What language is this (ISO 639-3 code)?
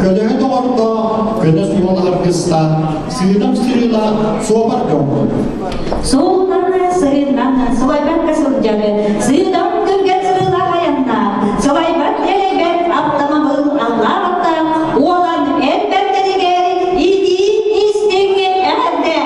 sah